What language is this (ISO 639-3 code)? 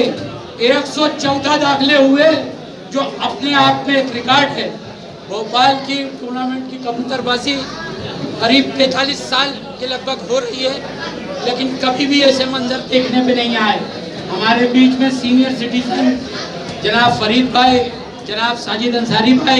hin